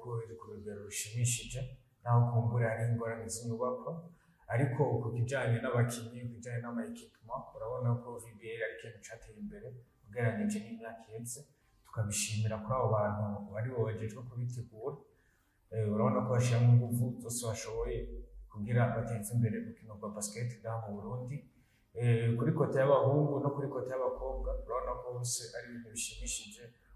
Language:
Rundi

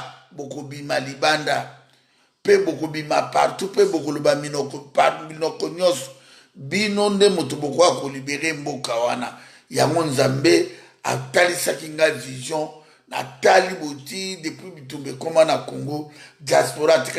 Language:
Lingala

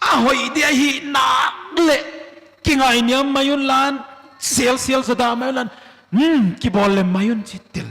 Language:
Paite Chin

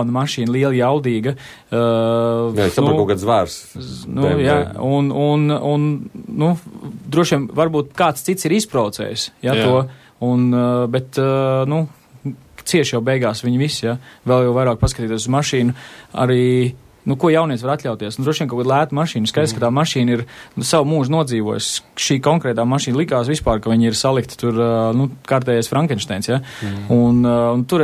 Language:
Latvian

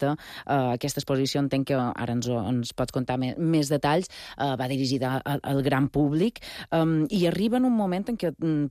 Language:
Catalan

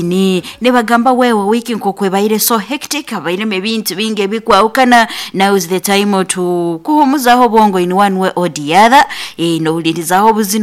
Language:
Nyoro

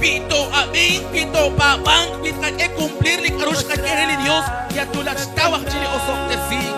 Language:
Kekchí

